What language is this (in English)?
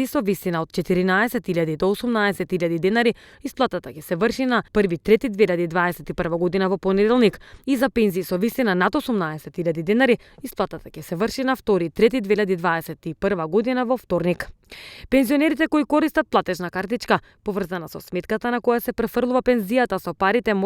Macedonian